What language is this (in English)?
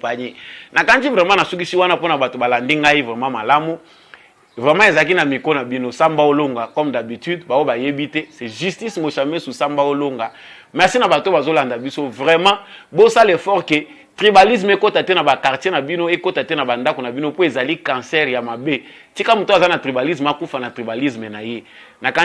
Lingala